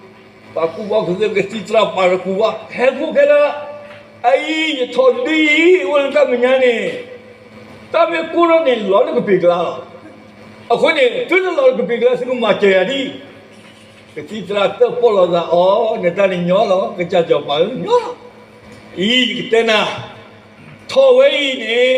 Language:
S'gaw Karen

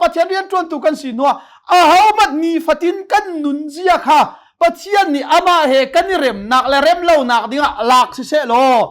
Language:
Hakha Chin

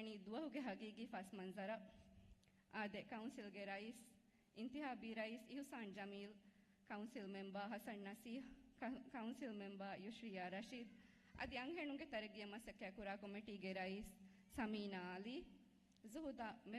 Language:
Divehi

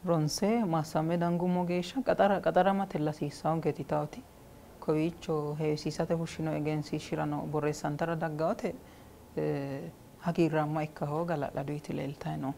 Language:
Sidamo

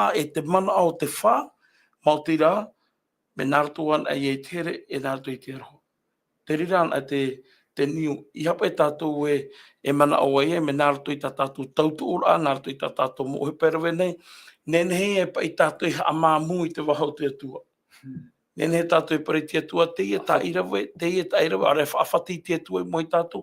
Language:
Tahitian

